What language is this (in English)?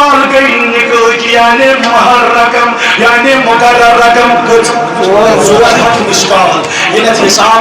Kashmiri